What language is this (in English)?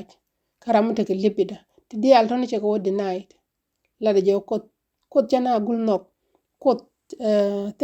Nuer